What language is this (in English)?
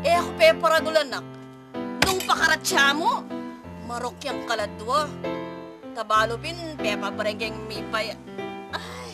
Pampanga